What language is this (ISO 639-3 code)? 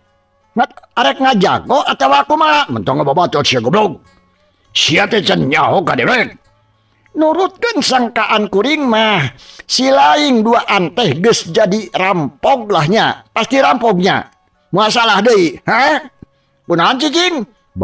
sun